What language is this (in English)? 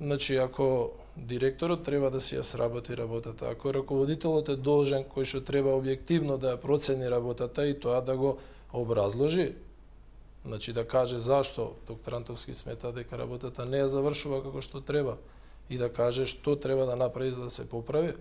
Macedonian